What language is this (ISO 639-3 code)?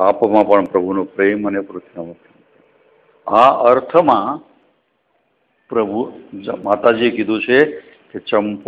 guj